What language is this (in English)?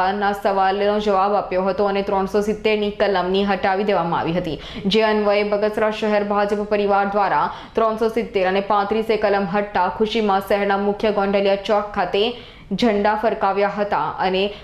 Gujarati